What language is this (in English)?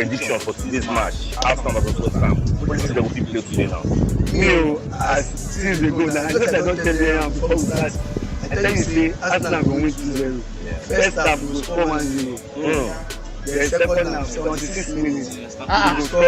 Nigerian Pidgin